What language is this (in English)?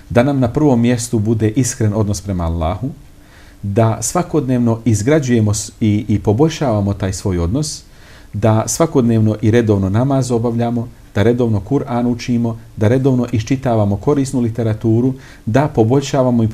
Bosnian